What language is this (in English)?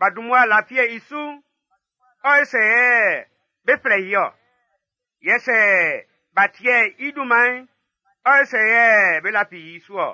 Baoulé